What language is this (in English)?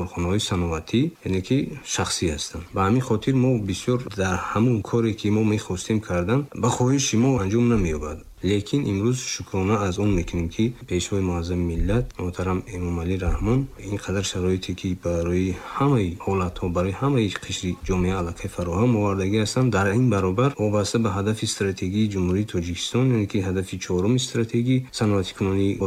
Tajik